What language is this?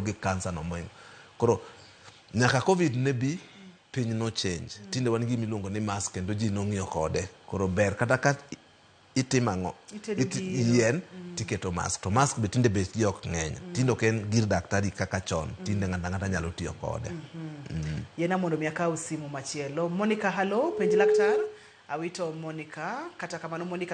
Luo (Kenya and Tanzania)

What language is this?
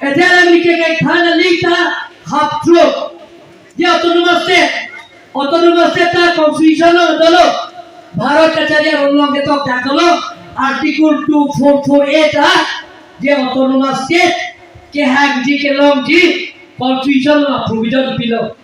Karbi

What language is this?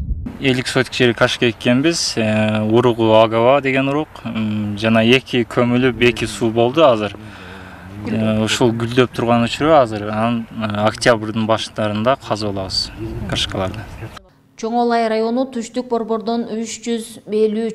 Kyrgyz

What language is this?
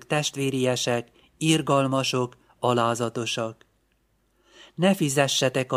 Hungarian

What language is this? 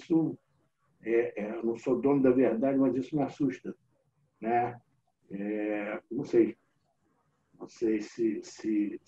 Portuguese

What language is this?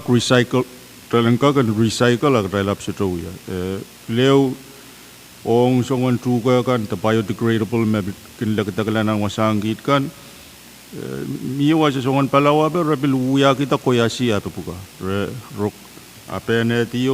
Pohnpeian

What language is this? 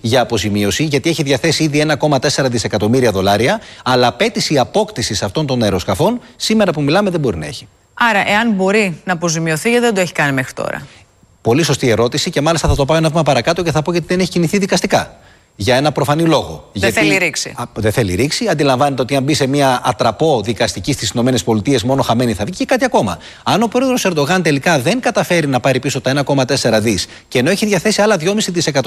Greek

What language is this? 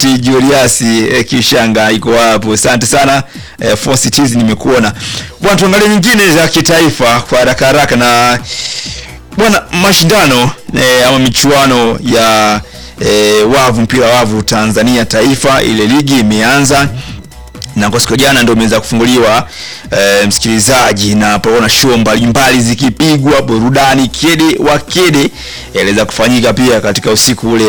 Swahili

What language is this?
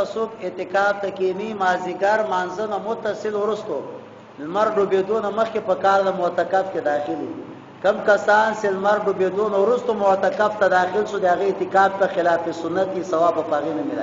Pashto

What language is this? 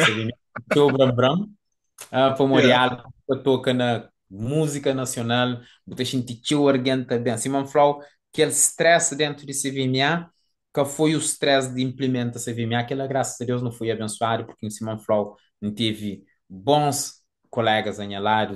Kabuverdianu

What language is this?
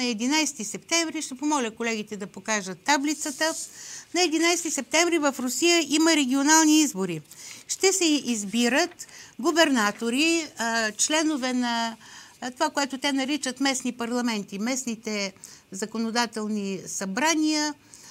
Bulgarian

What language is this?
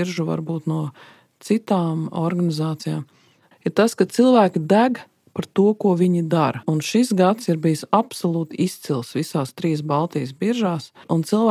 Latvian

